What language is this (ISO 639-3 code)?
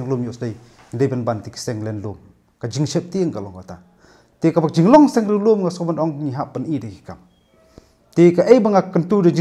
kha